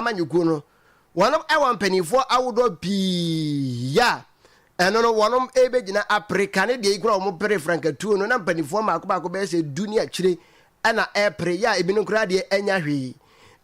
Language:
Akan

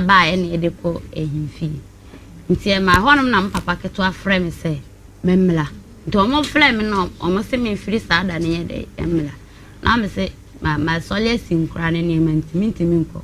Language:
Akan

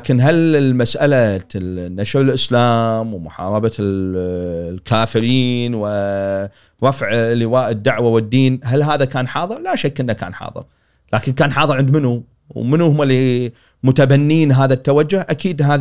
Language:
Gulf Arabic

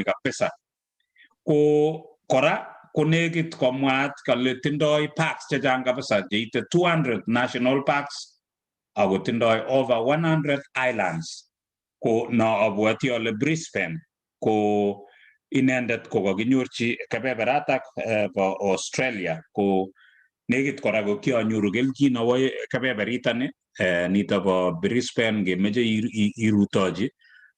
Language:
Kalenjin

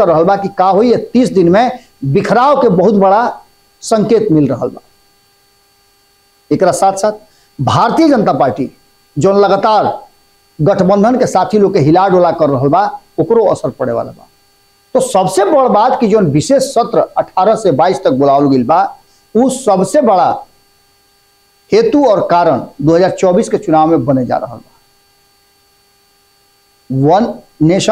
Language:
Bhojpuri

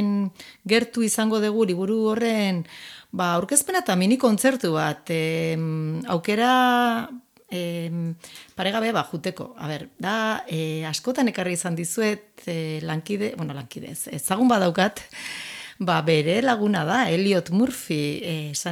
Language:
Basque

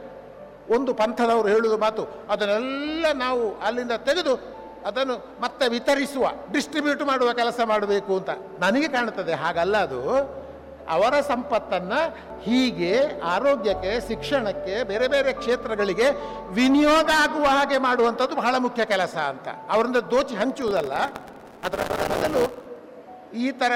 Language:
Kannada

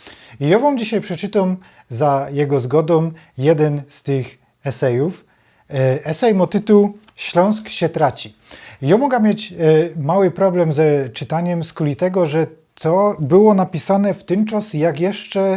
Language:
Silesian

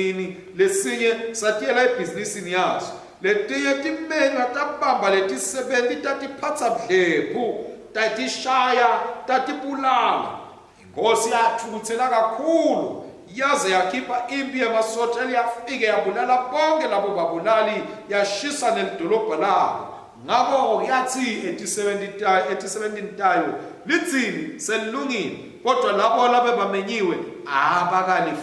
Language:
Swati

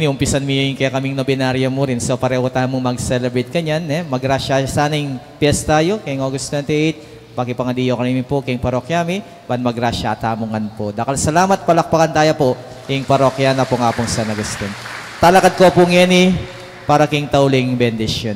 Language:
Pampanga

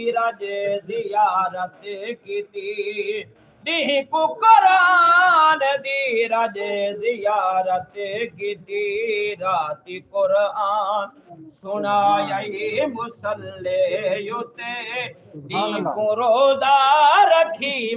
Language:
Saraiki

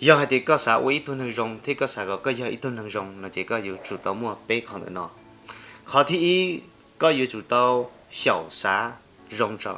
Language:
Hmong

